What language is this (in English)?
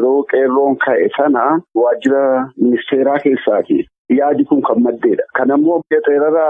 Oromo